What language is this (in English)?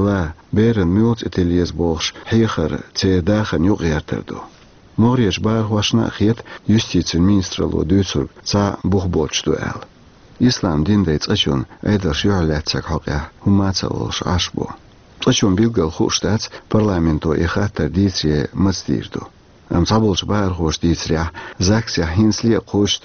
Chechen